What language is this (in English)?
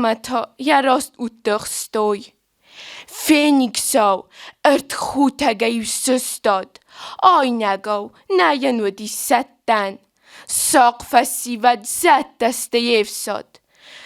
Ossetic